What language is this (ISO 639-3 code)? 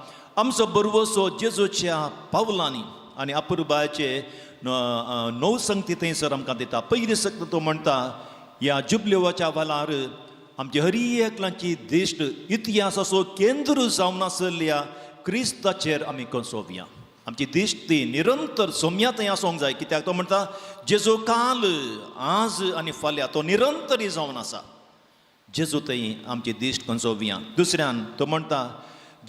kok